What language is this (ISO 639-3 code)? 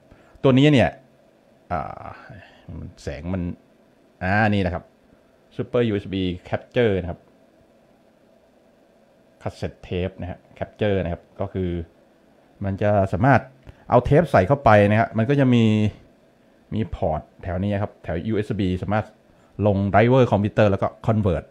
tha